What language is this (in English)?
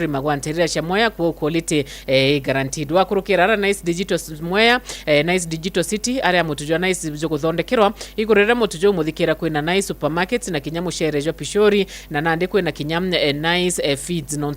Meru